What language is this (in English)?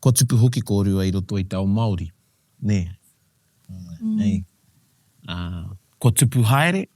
Māori